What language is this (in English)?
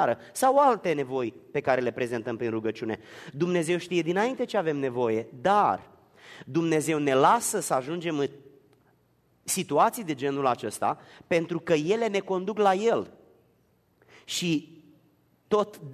Romanian